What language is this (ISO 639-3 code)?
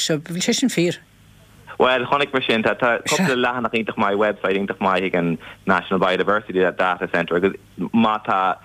gle